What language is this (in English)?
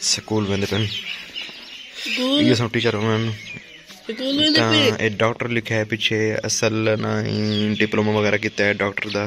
Saraiki